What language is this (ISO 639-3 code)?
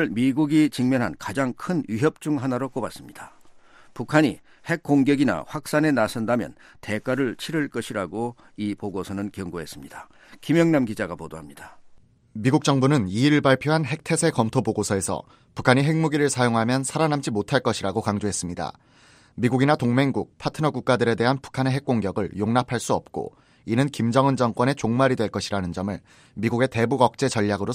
kor